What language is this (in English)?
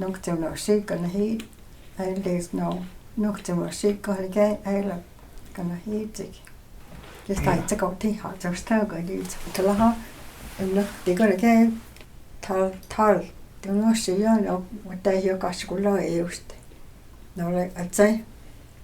Cherokee